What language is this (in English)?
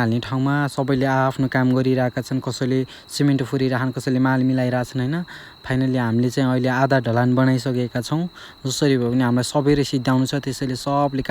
Nepali